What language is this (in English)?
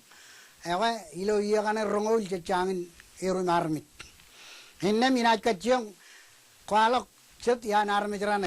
Marshallese